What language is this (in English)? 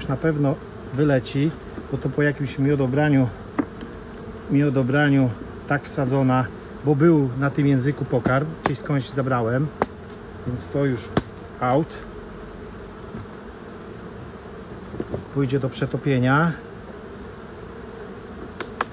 Polish